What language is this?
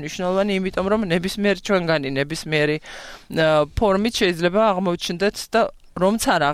Georgian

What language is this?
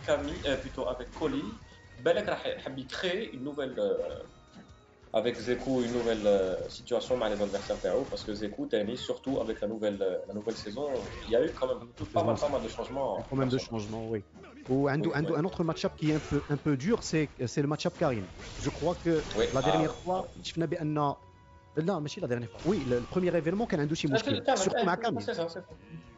French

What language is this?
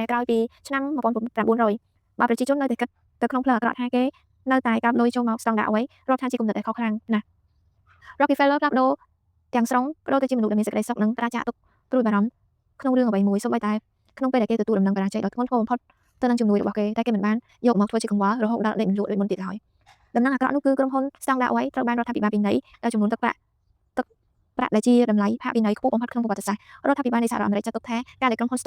Khmer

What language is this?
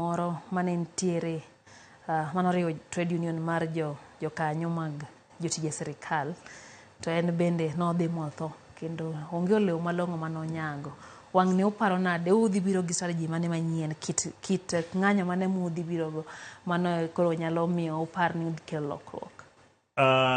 Luo (Kenya and Tanzania)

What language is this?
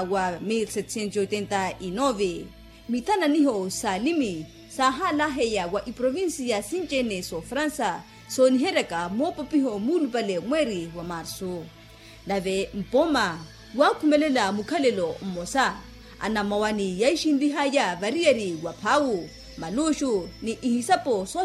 Makhuwa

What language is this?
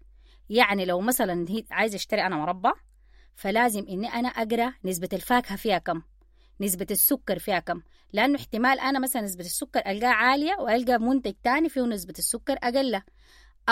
Sudanese Arabic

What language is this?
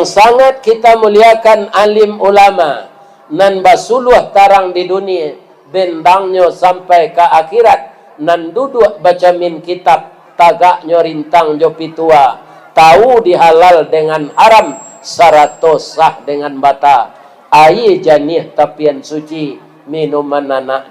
Minangkabau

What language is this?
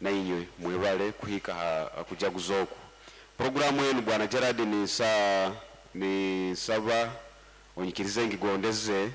Nyoro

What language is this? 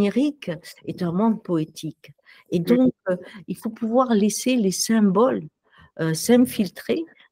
French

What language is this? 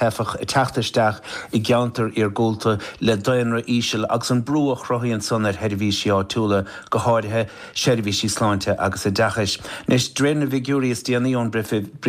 Irish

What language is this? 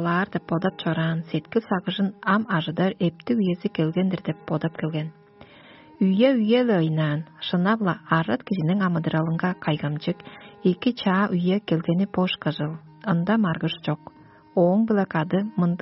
Tuvinian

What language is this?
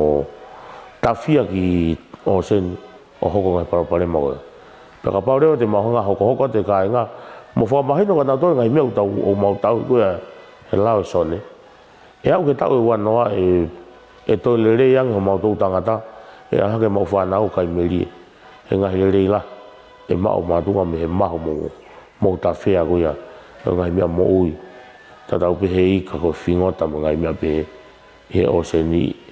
Tongan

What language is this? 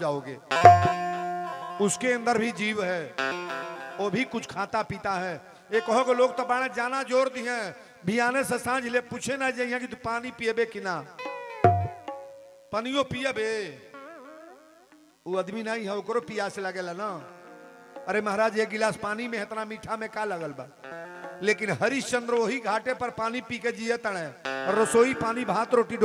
Bhojpuri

